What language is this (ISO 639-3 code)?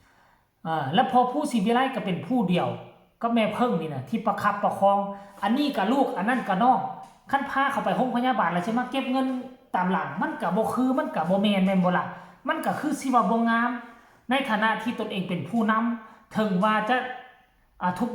tts